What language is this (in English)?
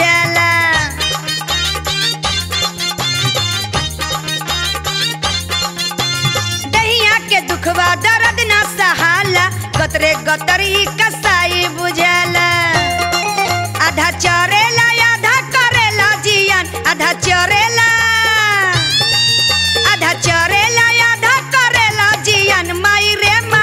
Bhojpuri